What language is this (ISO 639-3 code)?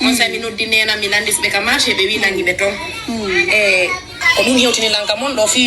fuf